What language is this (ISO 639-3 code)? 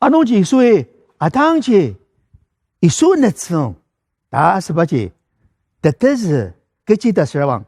njo